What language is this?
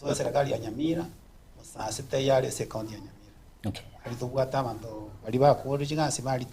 Gusii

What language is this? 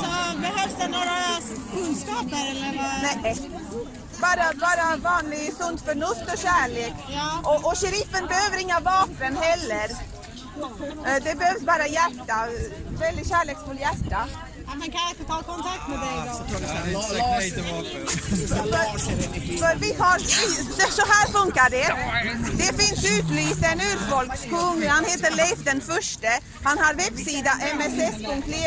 Swedish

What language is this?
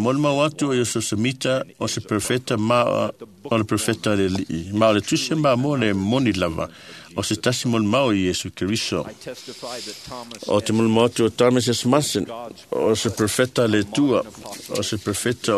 Samoan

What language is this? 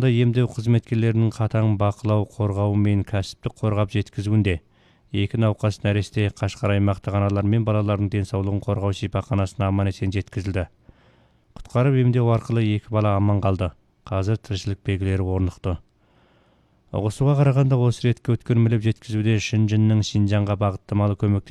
Kazakh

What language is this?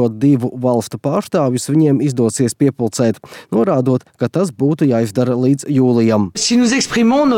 Latvian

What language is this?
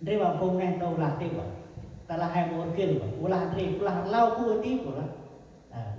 Central Mnong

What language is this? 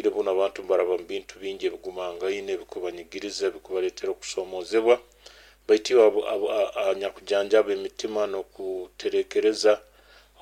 Nyoro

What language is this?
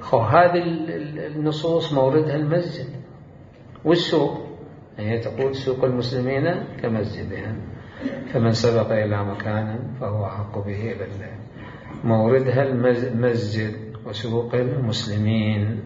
Mesopotamian Arabic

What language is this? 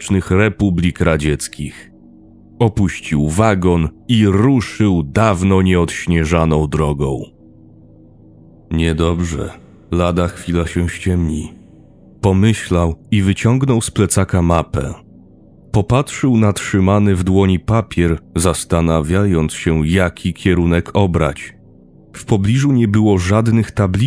Polish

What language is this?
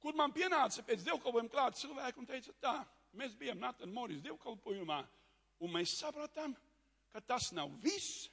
Latvian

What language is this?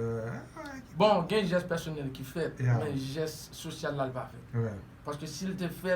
Haitian Creole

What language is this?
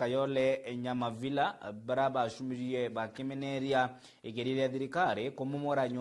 Meru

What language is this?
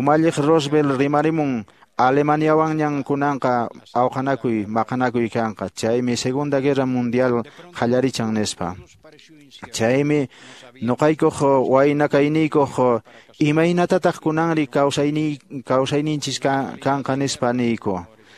Quechua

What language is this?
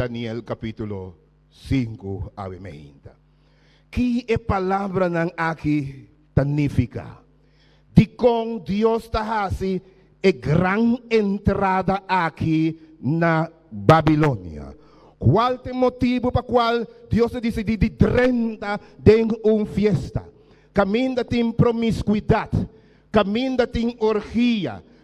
Papiamento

